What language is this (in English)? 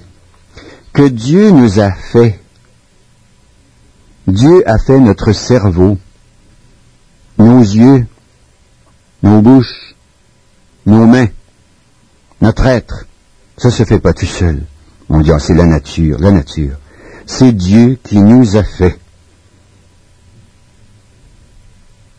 French